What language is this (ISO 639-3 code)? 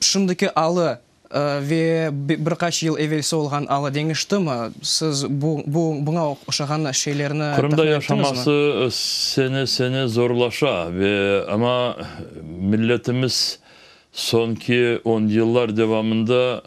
crh